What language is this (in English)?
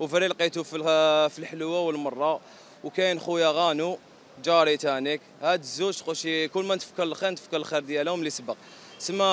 Algerian Arabic